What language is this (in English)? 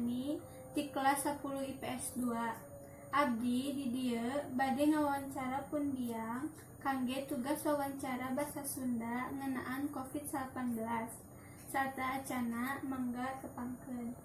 Sundanese